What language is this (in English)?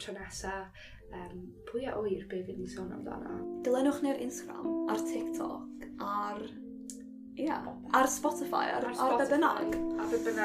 Welsh